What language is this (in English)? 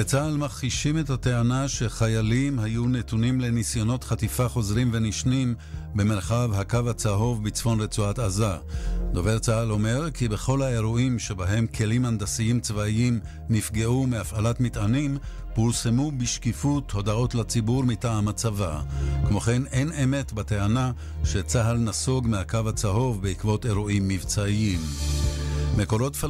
Hebrew